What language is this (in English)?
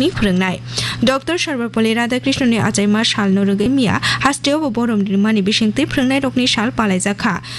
Kok Borok